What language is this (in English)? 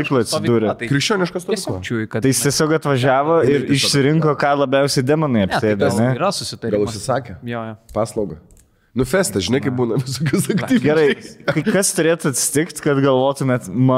Lithuanian